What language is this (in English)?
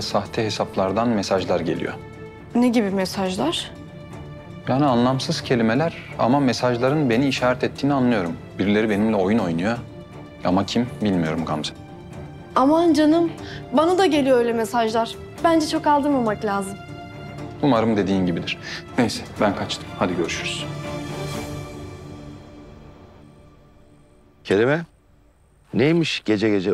Turkish